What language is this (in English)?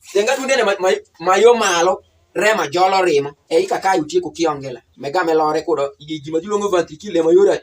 Alur